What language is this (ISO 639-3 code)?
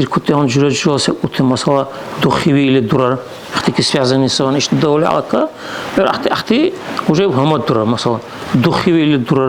dar